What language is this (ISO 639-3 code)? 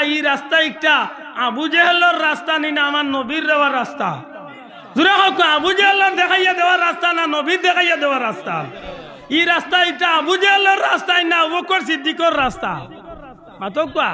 syl